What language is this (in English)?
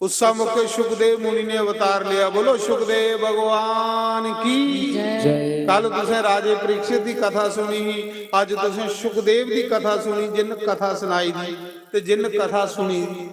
Dogri